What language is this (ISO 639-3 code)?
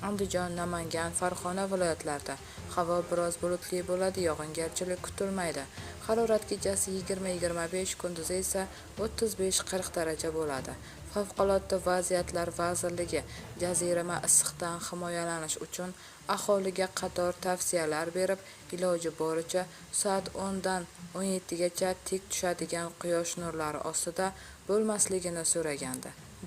uzb